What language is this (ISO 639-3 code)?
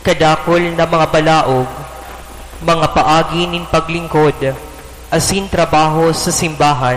bik